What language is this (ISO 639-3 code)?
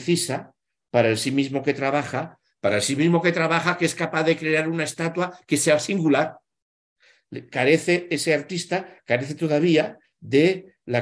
spa